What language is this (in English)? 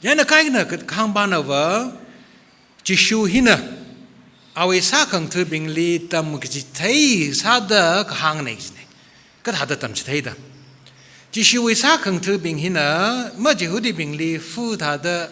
Tangkhul Naga (India)